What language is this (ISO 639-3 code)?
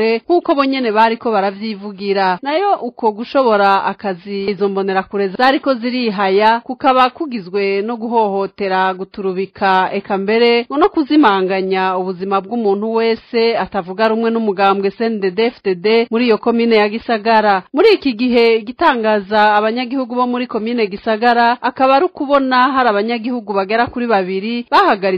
run